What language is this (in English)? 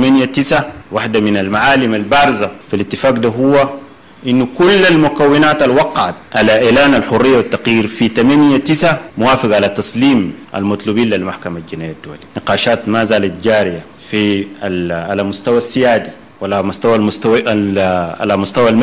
Sudanese Arabic